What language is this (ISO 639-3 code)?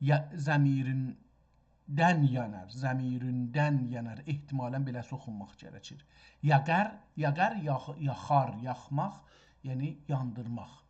azb